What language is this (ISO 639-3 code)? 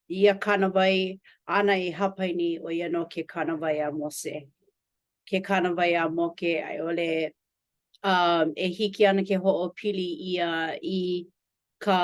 haw